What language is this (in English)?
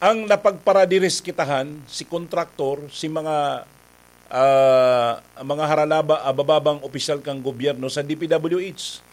Bikol